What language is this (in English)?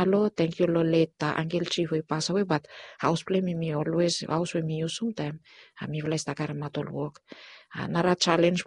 Bislama